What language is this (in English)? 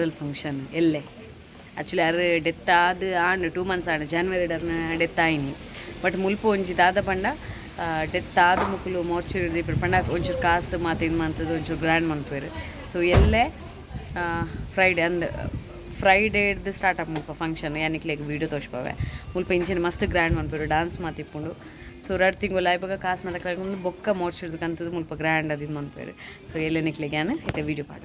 Tulu